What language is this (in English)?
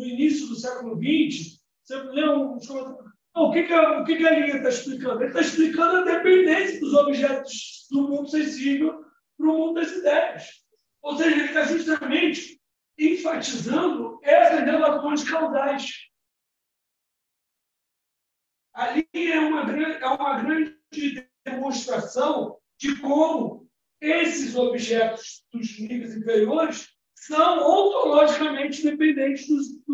Portuguese